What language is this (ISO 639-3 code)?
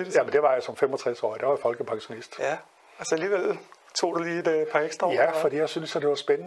dan